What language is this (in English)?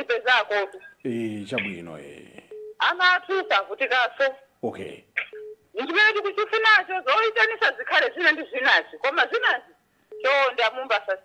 Nyanja